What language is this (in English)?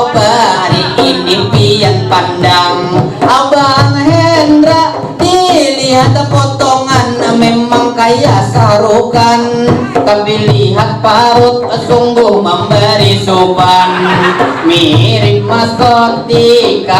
Banjar